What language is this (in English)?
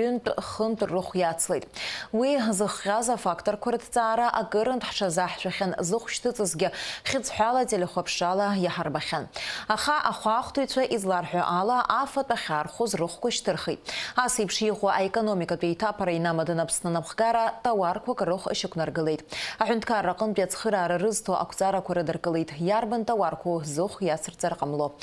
Abkhazian